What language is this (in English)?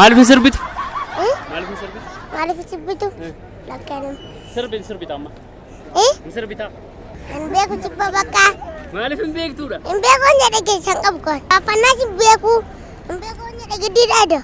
Oromo